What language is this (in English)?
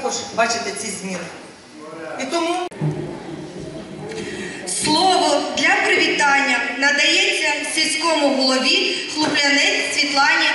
Ukrainian